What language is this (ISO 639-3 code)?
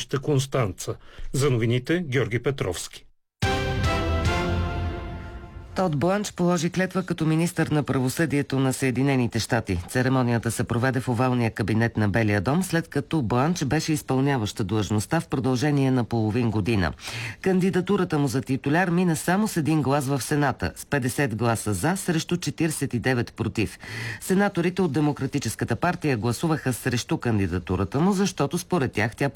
bul